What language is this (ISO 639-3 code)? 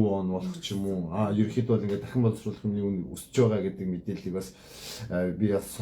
mon